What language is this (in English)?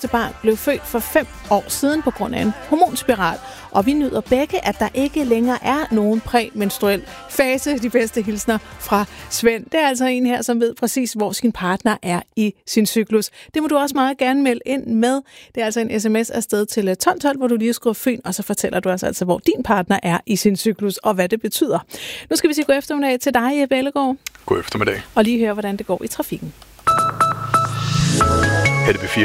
Danish